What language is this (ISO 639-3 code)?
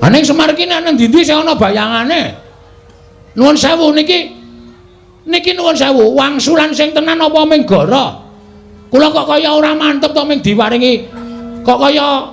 jav